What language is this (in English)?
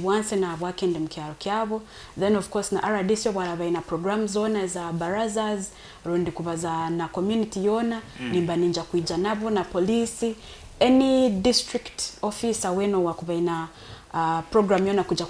Nyoro